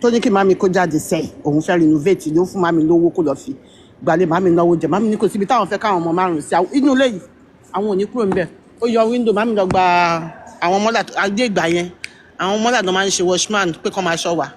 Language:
Yoruba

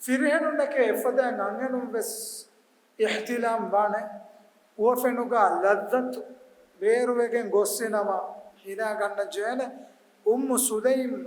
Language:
Divehi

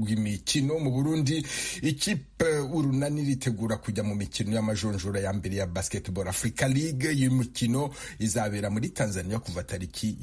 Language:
Kinyarwanda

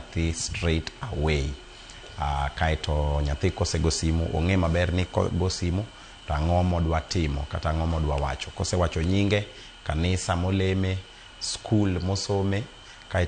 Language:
Luo (Kenya and Tanzania)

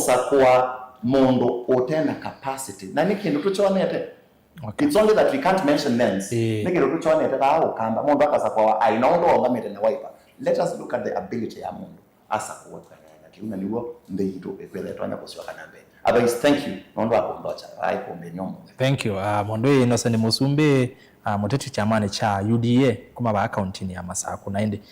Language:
Kamba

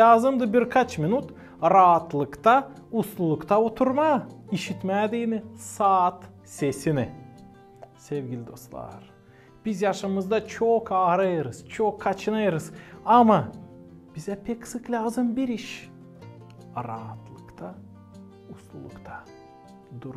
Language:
Gagauz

